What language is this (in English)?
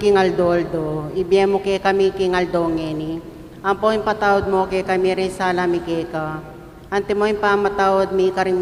Pampanga